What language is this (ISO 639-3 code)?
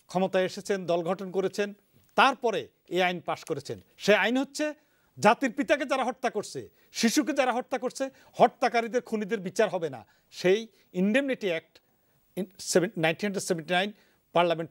ben